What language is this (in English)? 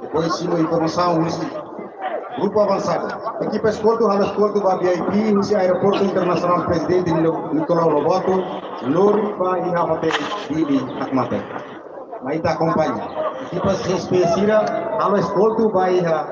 Tetum